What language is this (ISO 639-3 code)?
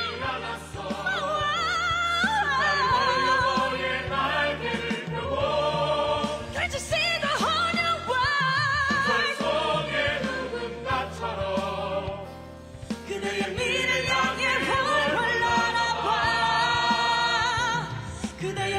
kor